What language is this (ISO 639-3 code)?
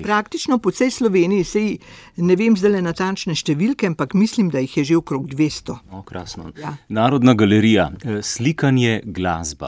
slv